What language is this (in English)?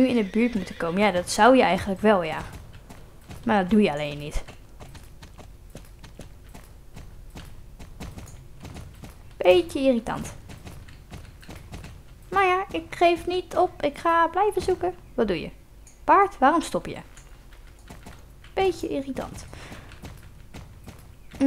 Dutch